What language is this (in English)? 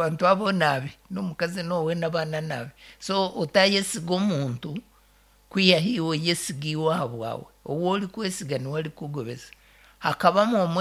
Nyankole